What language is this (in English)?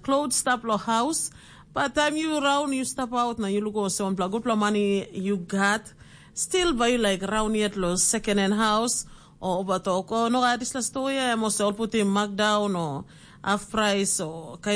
Tok Pisin